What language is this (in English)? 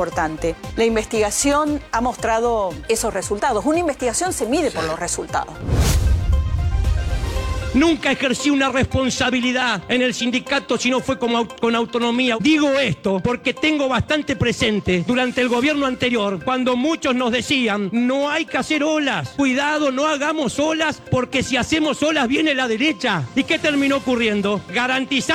Spanish